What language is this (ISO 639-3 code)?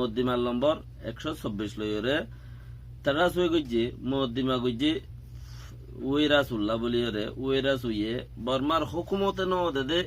rhg